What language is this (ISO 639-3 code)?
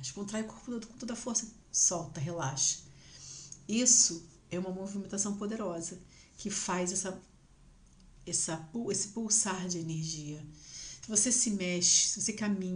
por